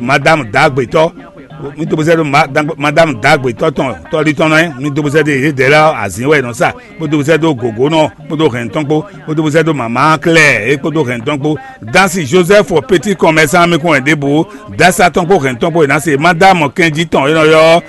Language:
Fon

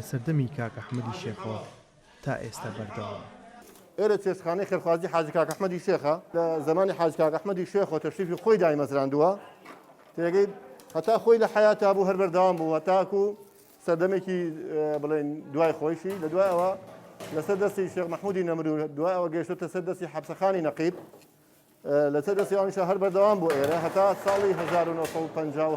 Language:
Central Kurdish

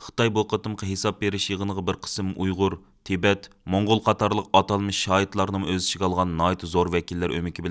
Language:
Uyghur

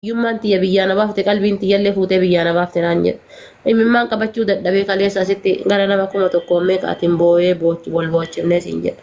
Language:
Oromo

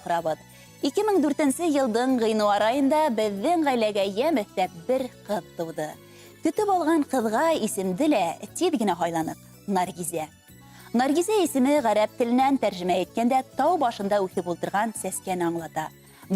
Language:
Bashkir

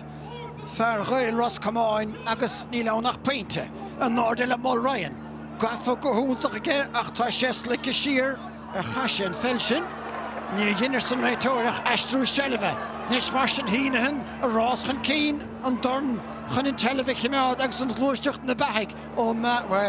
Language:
Irish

